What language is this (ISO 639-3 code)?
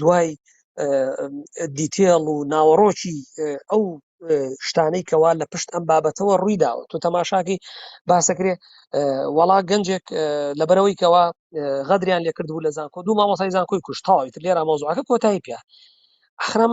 ckb